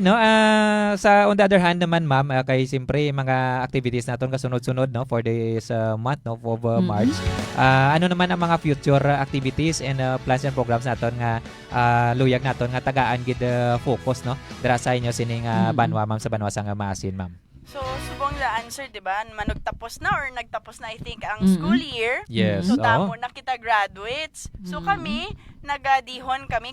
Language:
Hiligaynon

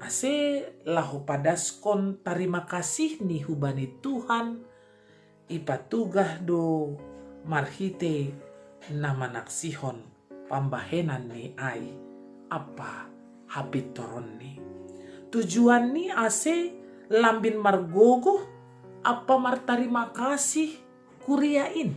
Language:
Batak Simalungun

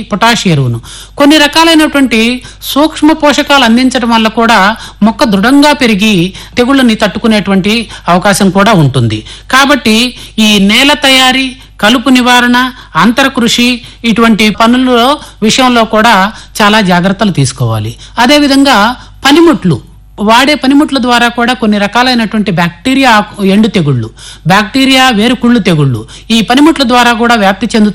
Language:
Telugu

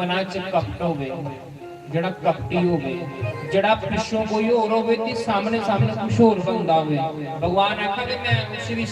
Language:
Dogri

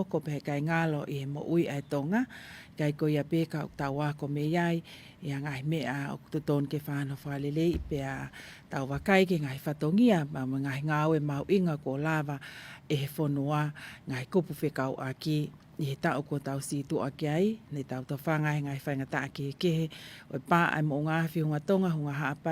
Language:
Tongan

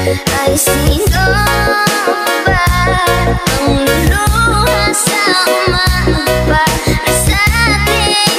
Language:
Filipino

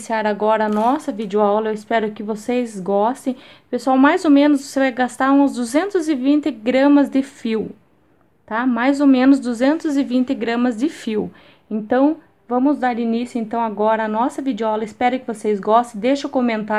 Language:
Portuguese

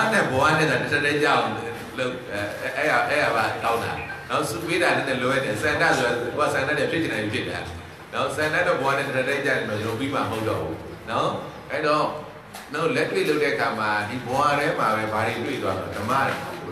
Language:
Burmese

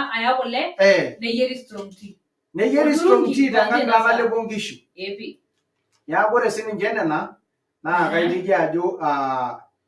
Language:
Masai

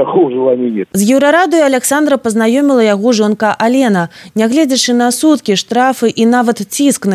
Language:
Belarusian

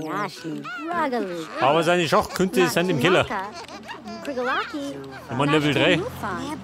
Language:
Bavarian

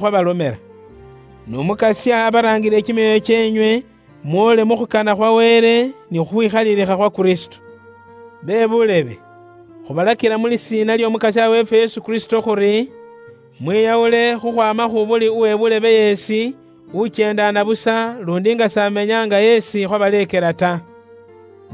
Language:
Luyia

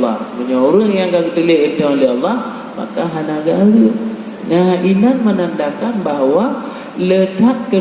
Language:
Achinese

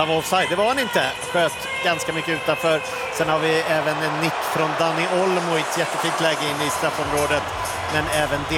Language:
Swedish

